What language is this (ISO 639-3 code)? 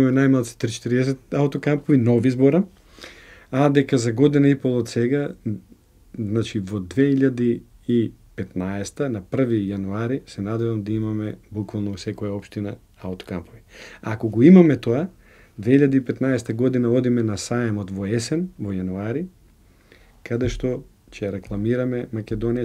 mkd